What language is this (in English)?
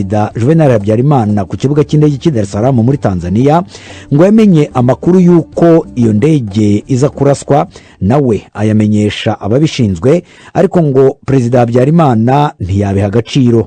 Kinyarwanda